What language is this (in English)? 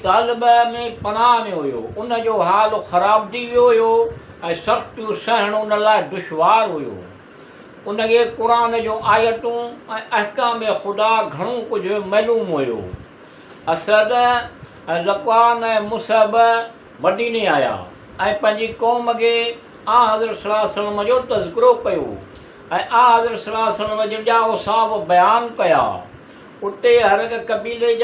Sindhi